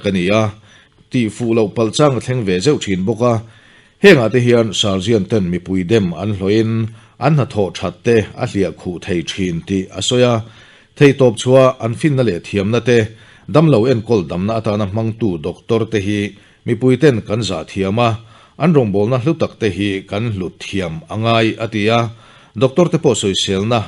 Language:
Mizo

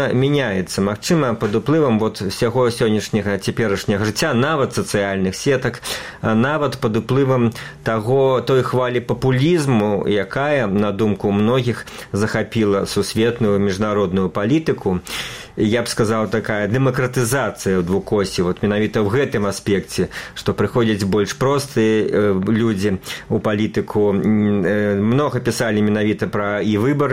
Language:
Belarusian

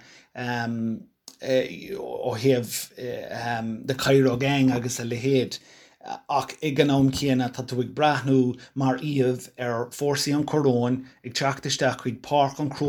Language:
Irish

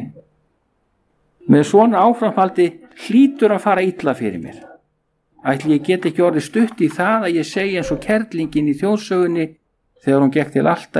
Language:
Icelandic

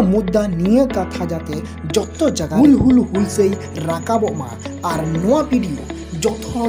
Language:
Santali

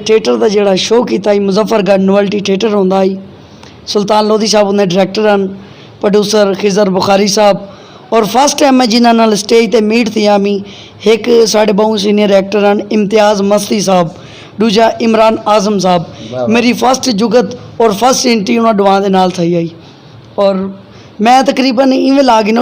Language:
Saraiki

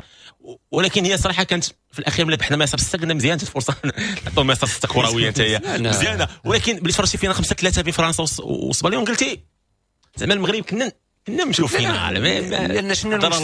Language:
Moroccan Arabic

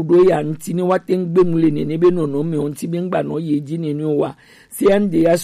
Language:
Gen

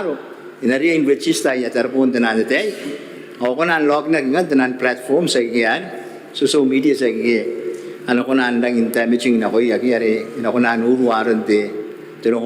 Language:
Gilbertese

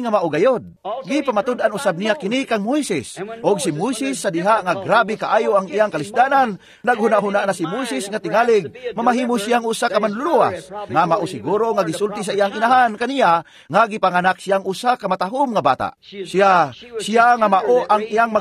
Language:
Cebuano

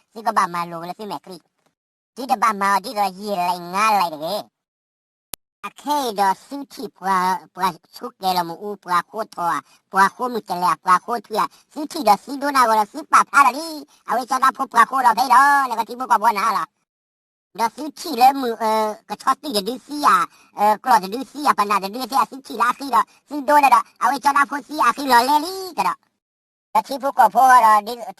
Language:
S'gaw Karen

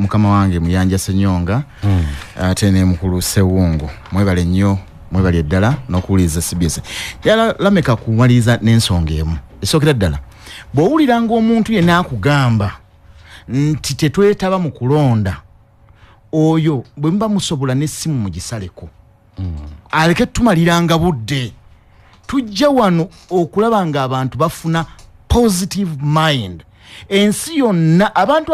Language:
Ganda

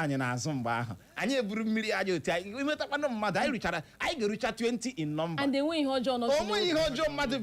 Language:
Igbo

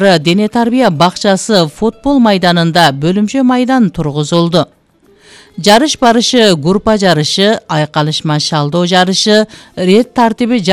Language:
Kyrgyz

